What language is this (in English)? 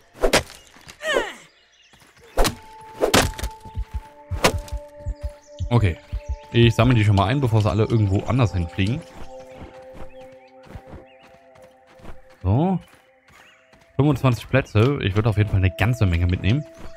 German